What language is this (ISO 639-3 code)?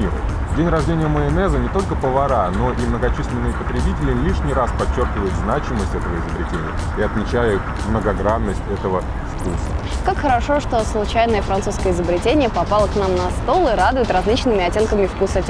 rus